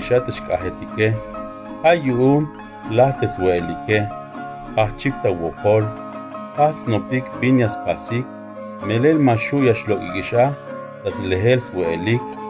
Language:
Tzeltal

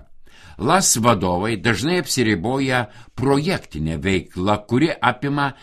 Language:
Lithuanian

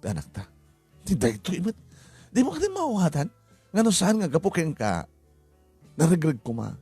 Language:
Iloko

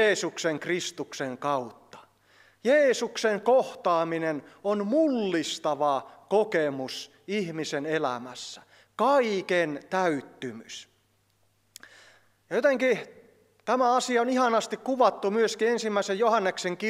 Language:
Finnish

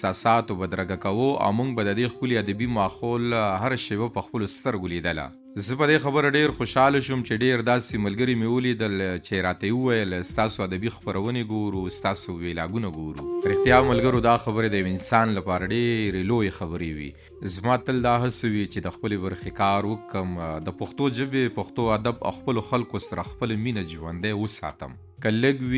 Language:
Pashto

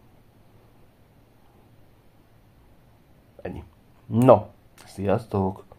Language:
Hungarian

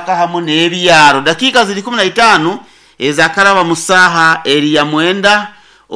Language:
Nyoro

